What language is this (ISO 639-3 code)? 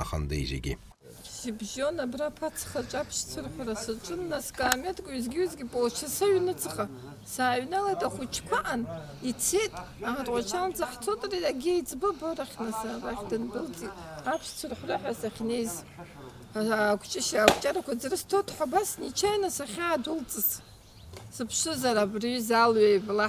abk